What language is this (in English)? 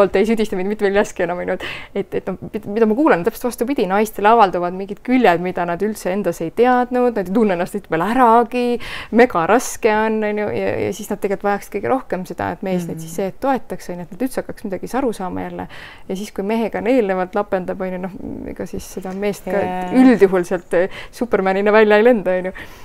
Estonian